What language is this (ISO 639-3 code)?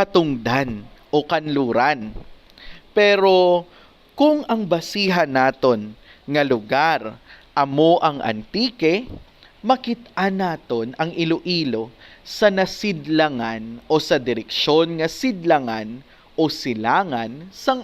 hil